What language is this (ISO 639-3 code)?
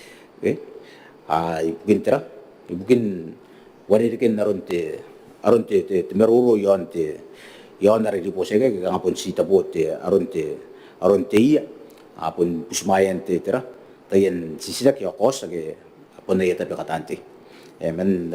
gil